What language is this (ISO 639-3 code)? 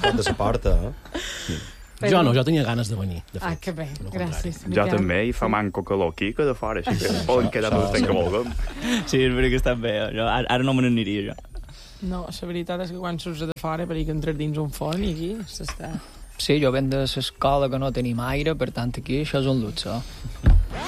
cat